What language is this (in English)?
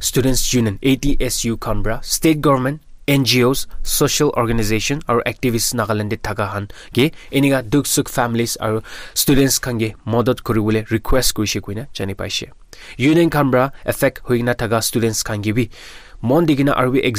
Naga Pidgin